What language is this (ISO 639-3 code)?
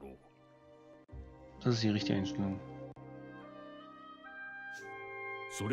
deu